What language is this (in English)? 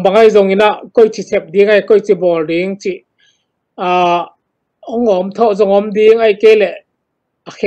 Tedim Chin